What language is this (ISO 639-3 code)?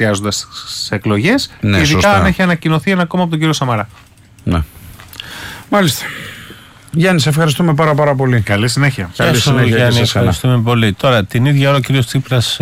ell